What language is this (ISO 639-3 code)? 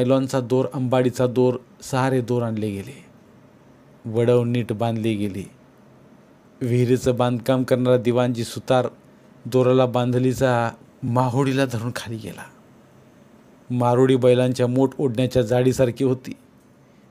mar